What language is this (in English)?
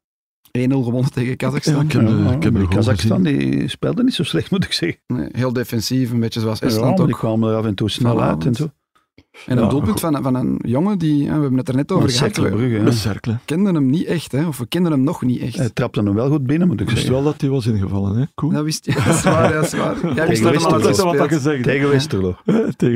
Dutch